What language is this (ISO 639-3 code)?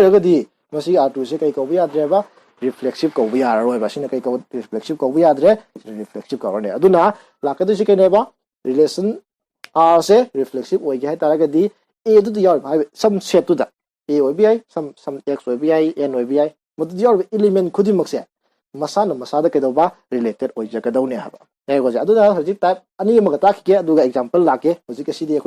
mni